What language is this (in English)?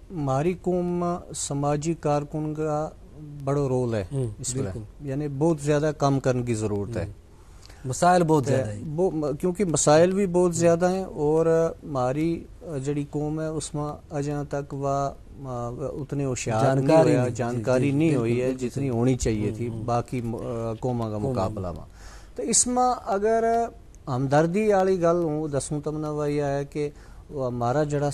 Gujari